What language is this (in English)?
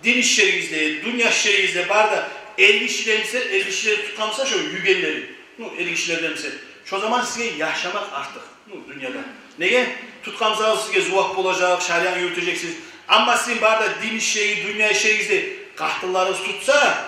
Kumyk